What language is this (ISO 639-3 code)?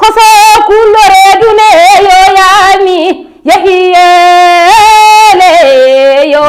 ful